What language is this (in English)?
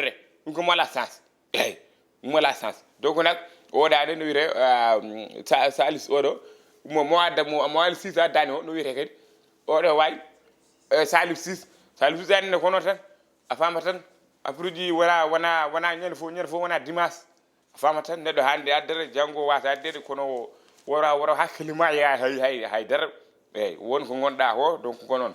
Fula